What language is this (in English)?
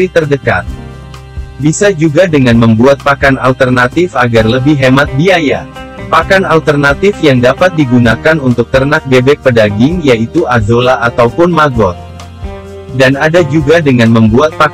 Indonesian